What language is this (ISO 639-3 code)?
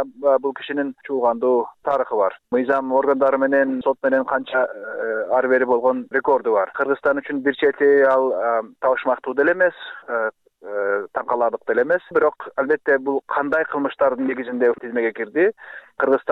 kir